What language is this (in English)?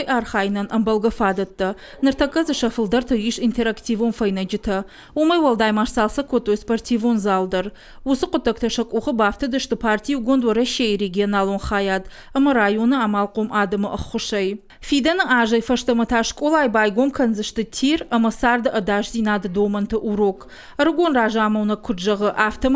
Ossetic